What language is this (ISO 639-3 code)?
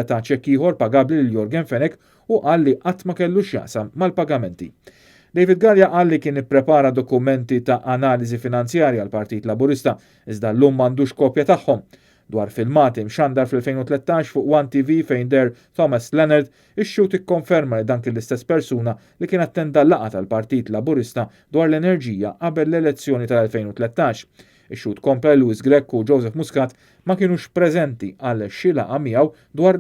mlt